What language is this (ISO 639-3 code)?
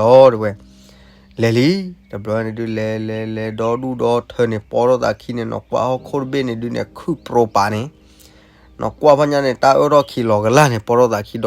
ksw